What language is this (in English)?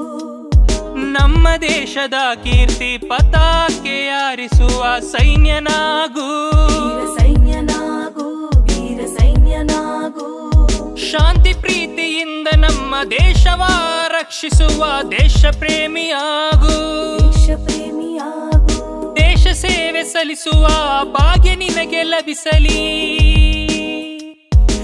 Kannada